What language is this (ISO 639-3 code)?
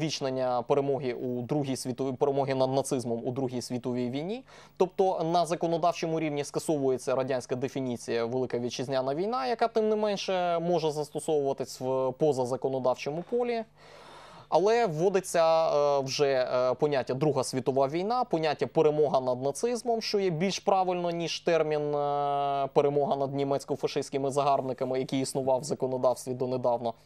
ukr